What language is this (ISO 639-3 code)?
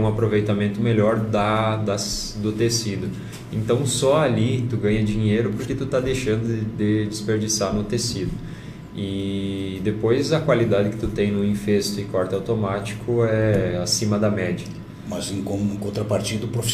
por